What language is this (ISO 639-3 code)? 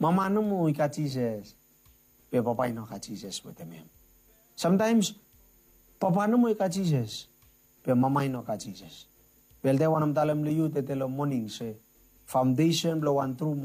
bis